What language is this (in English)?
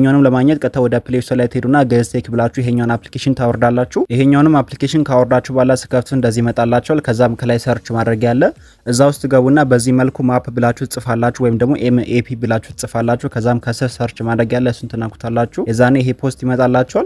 Amharic